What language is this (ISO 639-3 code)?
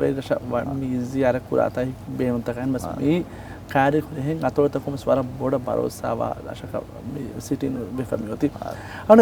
div